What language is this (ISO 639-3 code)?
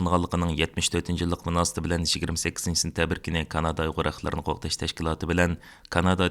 uig